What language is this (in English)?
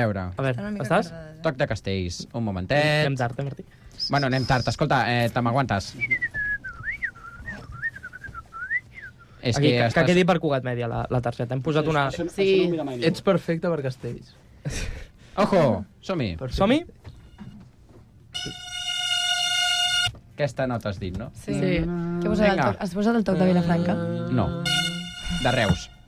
Catalan